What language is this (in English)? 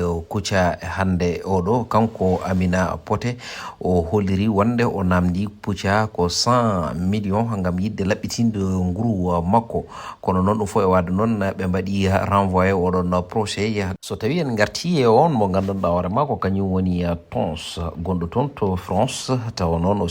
Fula